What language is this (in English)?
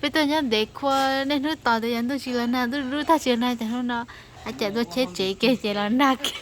Hmong